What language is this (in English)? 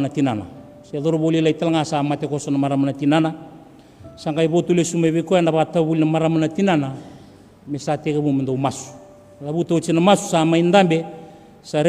Fijian